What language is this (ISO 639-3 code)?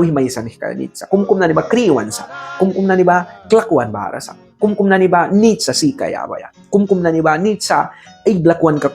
miq